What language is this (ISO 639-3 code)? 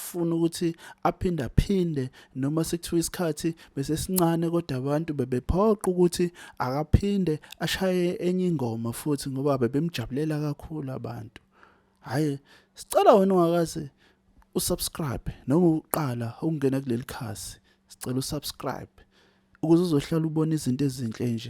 zul